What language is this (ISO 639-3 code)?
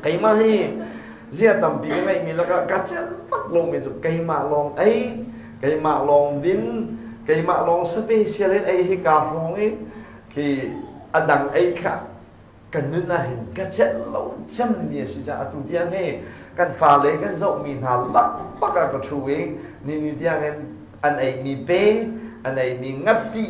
cnh